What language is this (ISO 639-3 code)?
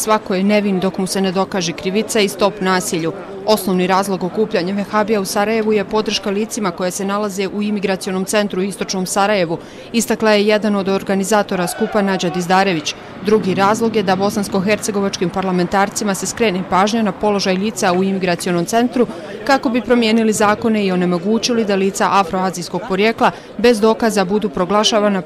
bos